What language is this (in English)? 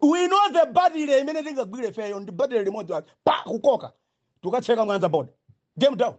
Nyanja